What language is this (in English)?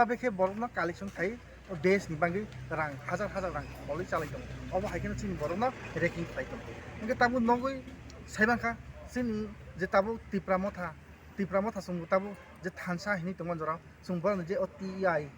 Riang (India)